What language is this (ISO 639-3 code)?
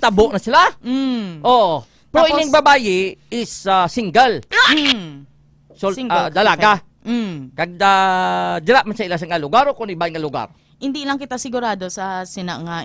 hil